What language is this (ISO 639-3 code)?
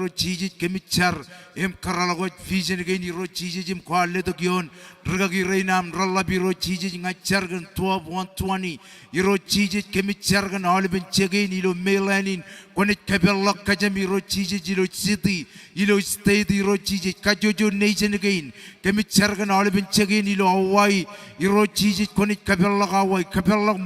mah